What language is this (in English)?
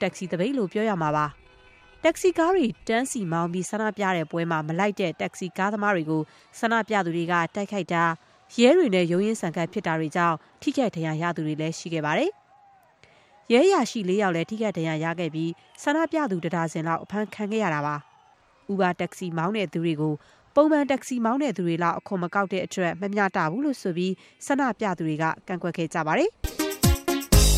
Burmese